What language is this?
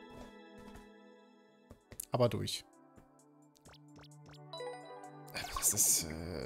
German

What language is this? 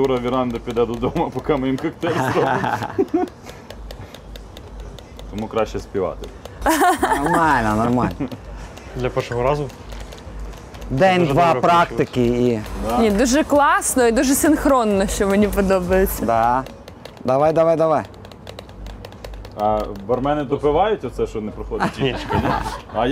Ukrainian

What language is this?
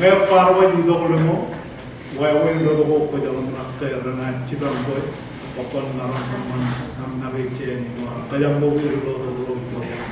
Marshallese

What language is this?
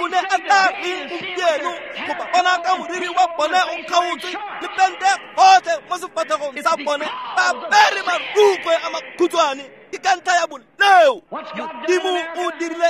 Tswana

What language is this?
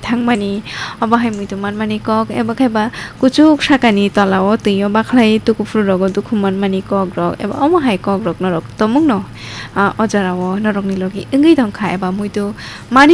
Kok Borok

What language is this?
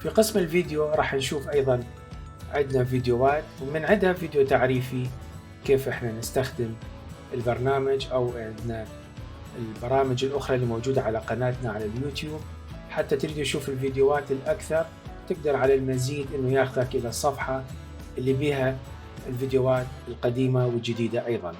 Mesopotamian Arabic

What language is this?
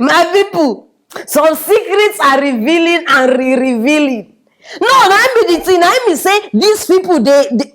Nigerian Pidgin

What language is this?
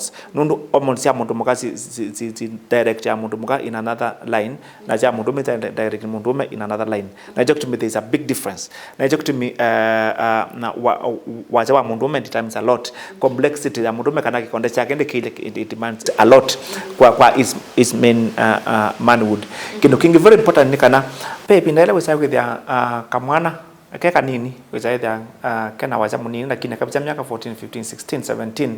Kamba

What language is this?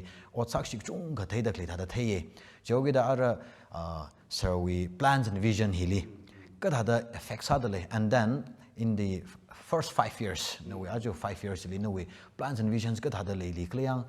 Tangkhul Naga (India)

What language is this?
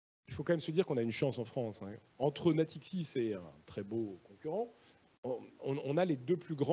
French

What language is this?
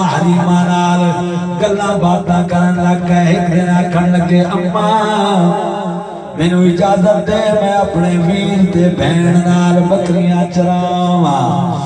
Saraiki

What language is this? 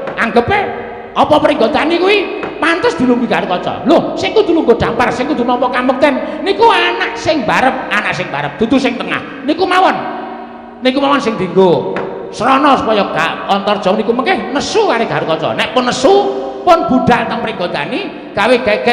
Javanese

